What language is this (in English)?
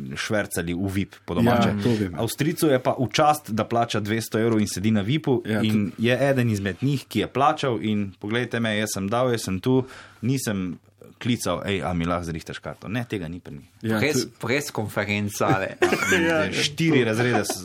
Slovenian